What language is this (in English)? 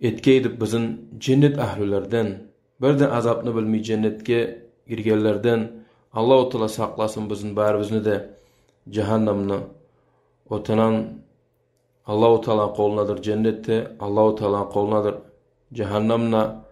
Kumyk